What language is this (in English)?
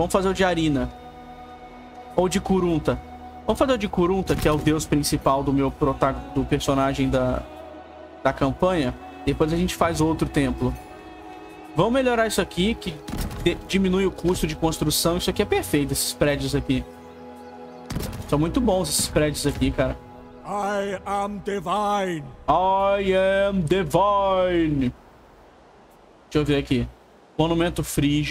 Portuguese